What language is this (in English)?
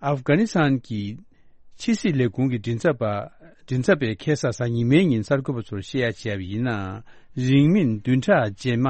Tibetan